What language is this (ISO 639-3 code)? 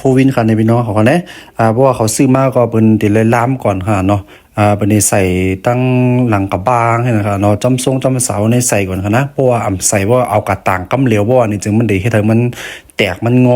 shn